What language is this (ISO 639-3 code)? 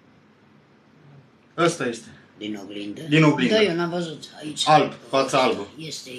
ron